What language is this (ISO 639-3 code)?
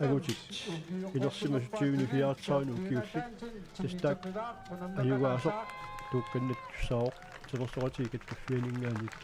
kal